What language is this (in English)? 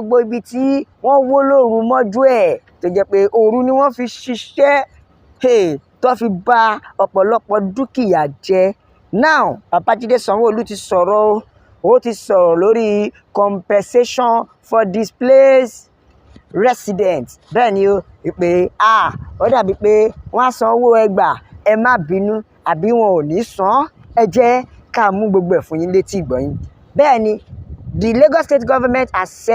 Yoruba